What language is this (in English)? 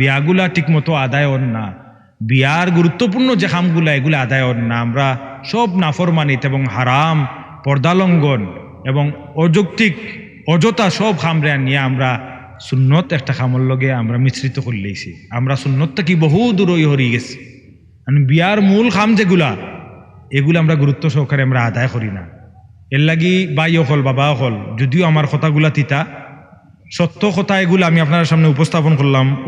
Sylheti